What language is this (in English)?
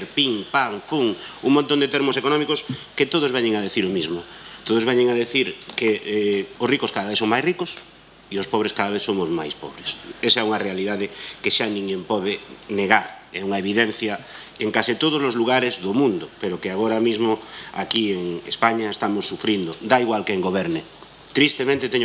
Galician